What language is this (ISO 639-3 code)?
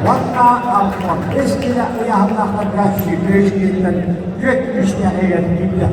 sah